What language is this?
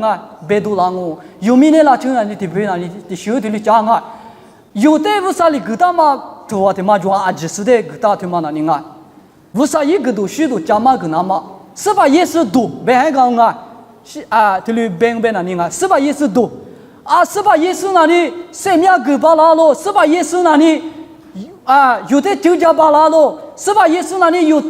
Lisu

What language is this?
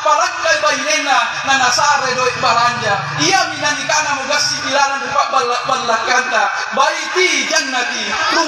Makasar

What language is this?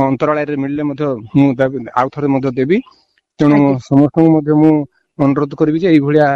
Odia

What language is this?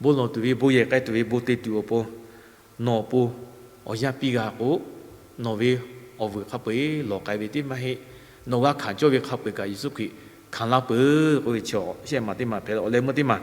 Lahu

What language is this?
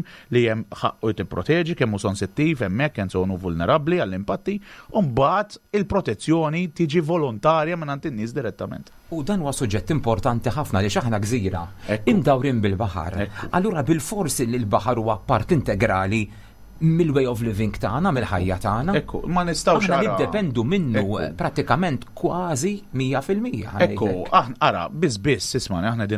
Maltese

